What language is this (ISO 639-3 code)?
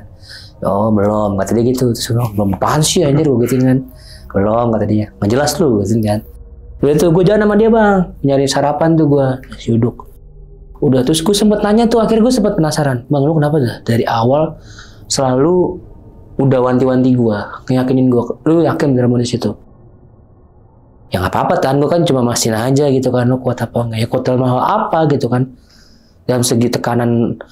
ind